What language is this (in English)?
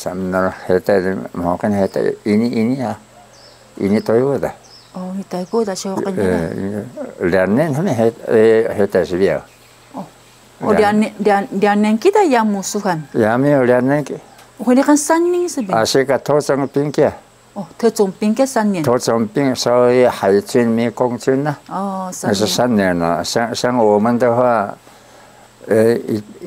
Taroko